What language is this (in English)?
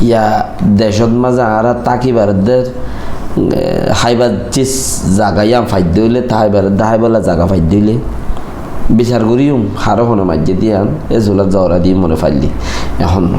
Rohingya